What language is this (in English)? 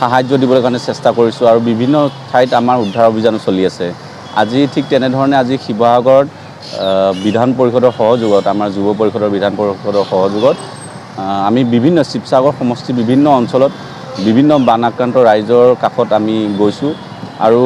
Assamese